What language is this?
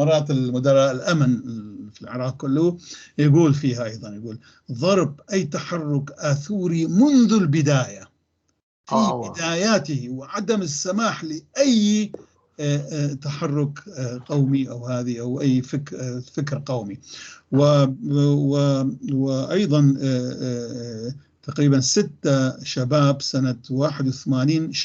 North Levantine Arabic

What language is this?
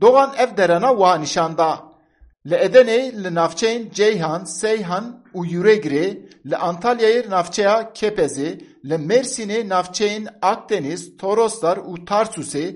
Kurdish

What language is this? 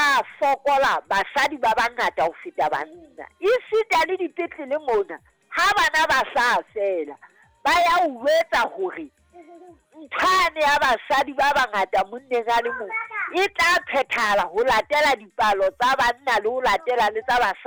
Southern Sotho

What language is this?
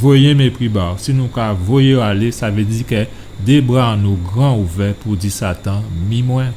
Guadeloupean Creole French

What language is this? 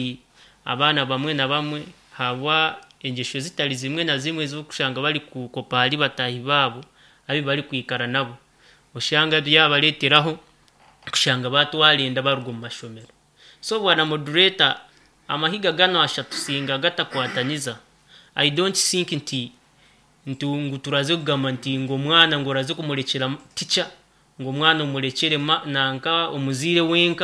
Nyankole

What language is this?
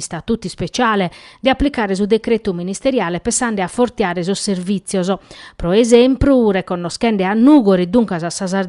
Sardinian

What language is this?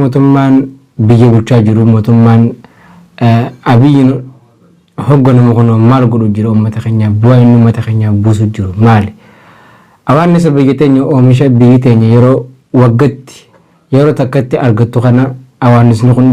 Oromo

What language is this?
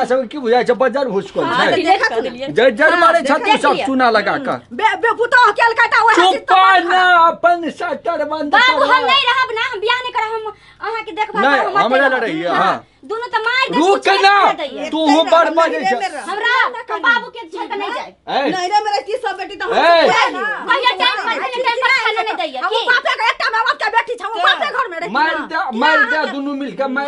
Maithili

